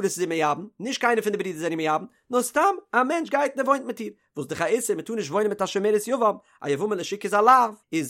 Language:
Yiddish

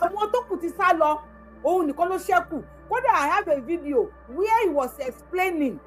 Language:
Yoruba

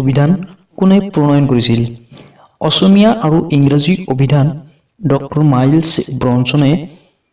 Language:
Assamese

